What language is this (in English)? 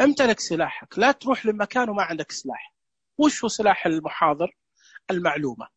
Najdi Arabic